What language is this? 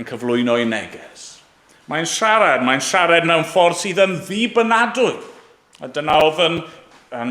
Welsh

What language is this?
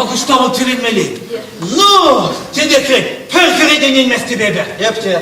Chuvash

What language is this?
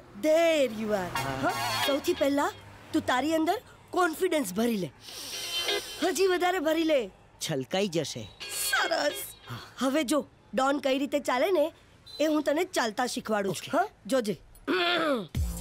Gujarati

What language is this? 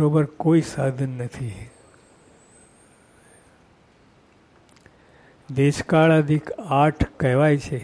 Gujarati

